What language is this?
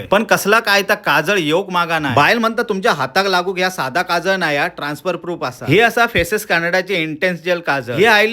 Konkani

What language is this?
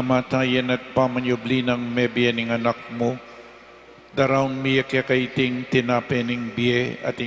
Pampanga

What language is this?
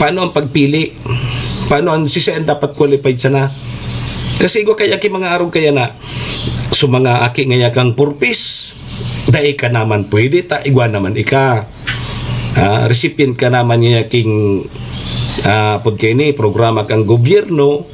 Bikol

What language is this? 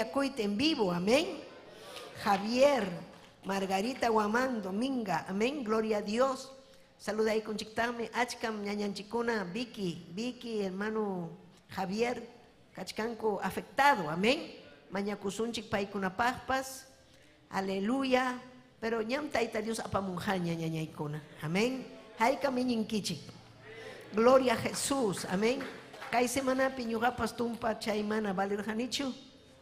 Ayacucho Quechua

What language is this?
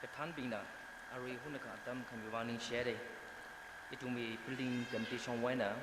Tangkhul Naga (India)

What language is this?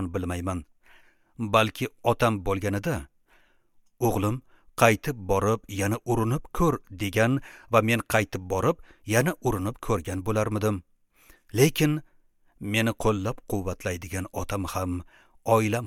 Uzbek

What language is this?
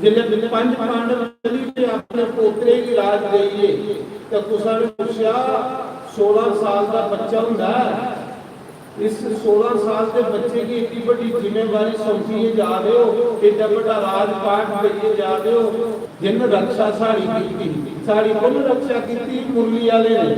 Dogri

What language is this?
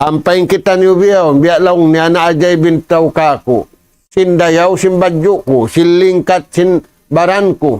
Tausug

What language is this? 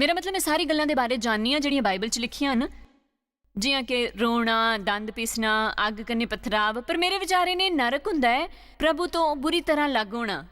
Dogri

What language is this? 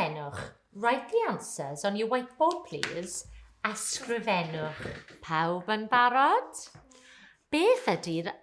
Welsh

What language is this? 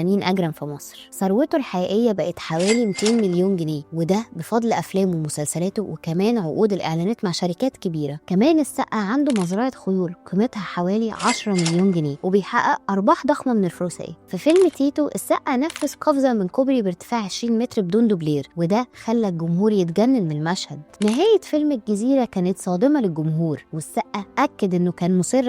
Egyptian Arabic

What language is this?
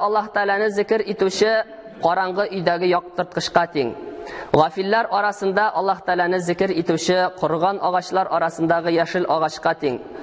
Tatar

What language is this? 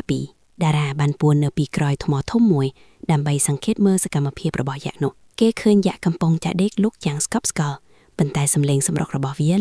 Khmer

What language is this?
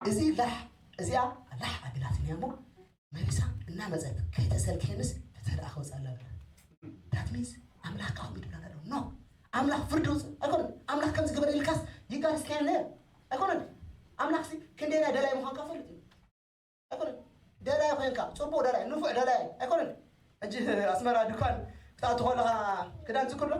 Tigrinya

